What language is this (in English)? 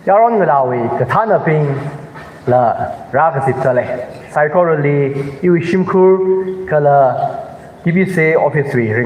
Tangkhul Naga (India)